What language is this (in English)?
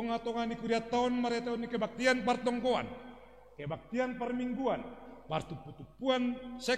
Batak Simalungun